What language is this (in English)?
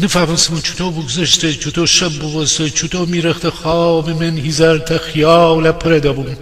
Gilaki